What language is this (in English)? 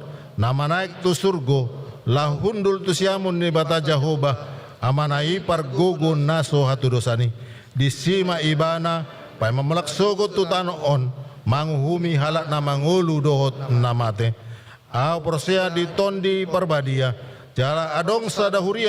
Batak Toba